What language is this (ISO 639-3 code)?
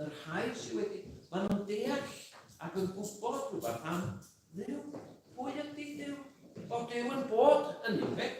cym